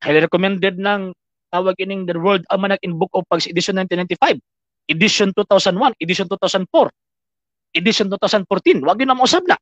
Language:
Cebuano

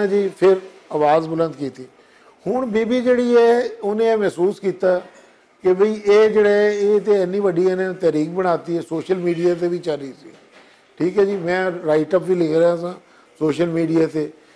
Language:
Western Panjabi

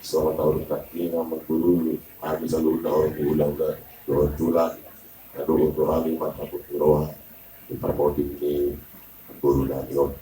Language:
Batak Toba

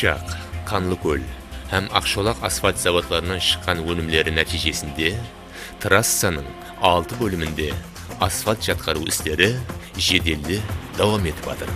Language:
Kara-Kalpak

